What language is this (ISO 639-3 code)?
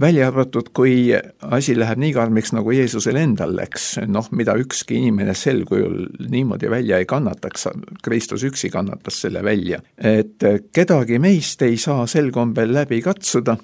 est